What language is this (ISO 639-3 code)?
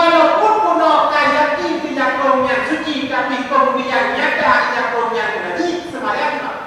ace